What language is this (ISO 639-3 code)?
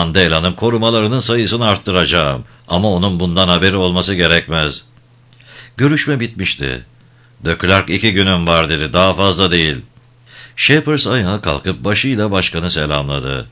tur